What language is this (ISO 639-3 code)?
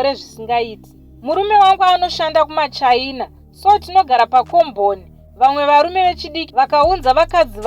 sna